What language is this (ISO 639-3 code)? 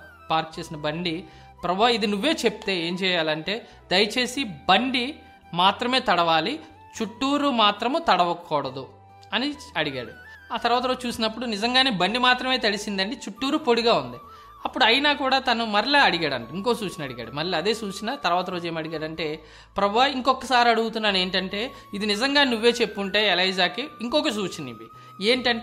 tel